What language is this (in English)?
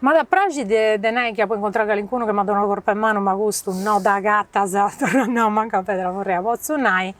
Sardinian